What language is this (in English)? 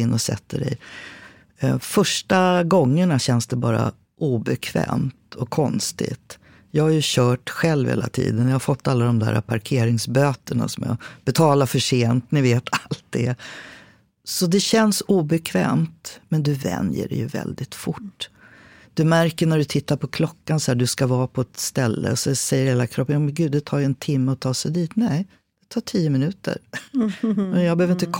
Swedish